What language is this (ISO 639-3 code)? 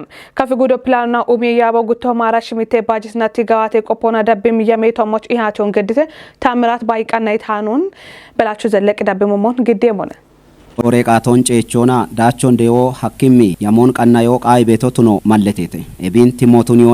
kbr